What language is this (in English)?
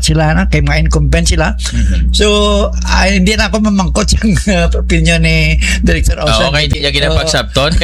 Hiligaynon